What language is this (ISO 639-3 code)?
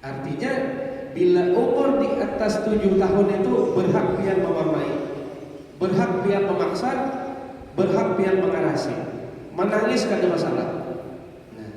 bjn